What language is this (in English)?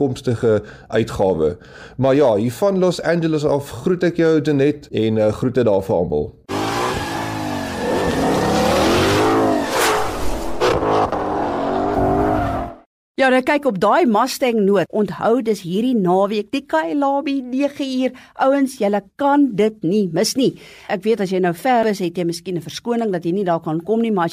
Afrikaans